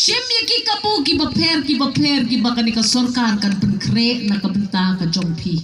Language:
Khasi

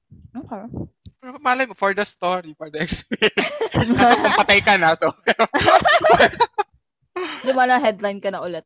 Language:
Filipino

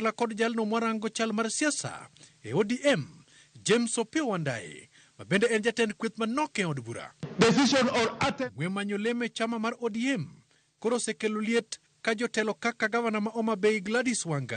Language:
Luo (Kenya and Tanzania)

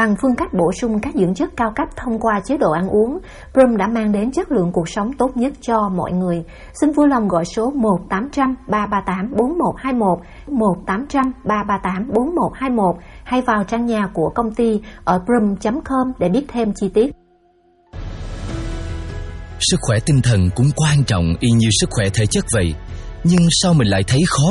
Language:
Vietnamese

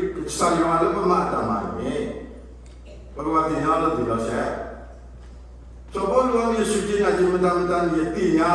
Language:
S'gaw Karen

